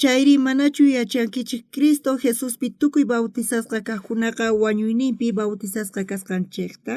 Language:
South Bolivian Quechua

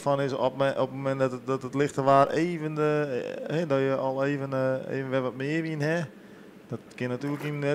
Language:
Western Frisian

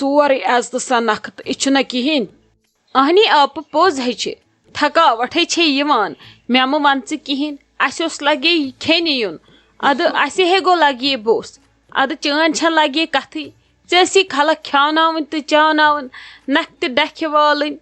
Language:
Kashmiri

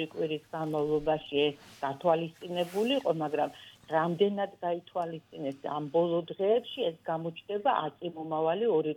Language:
Georgian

